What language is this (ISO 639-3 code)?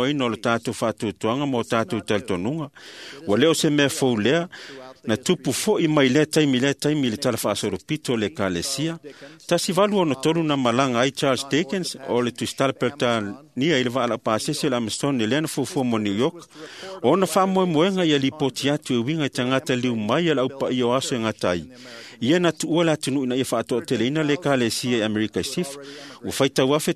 smo